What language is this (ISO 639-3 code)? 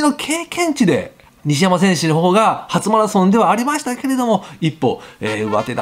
jpn